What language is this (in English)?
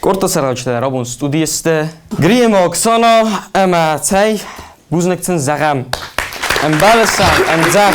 Ossetic